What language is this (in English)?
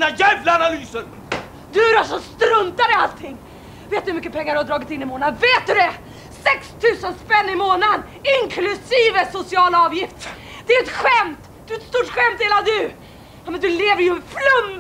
Swedish